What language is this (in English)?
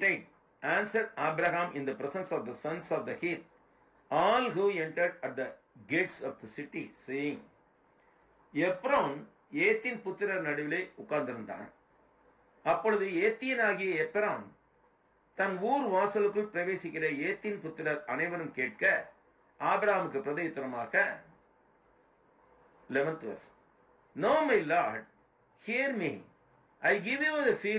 Tamil